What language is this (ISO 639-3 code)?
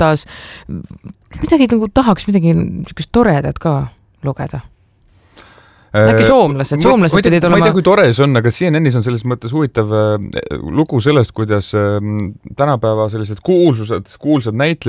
est